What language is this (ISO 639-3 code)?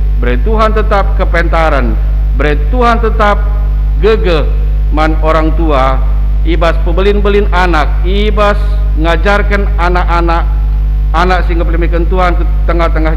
btx